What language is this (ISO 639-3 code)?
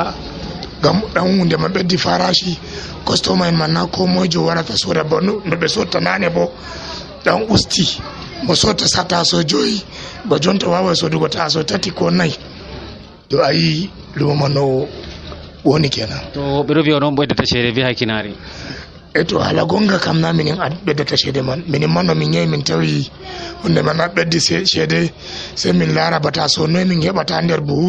fuv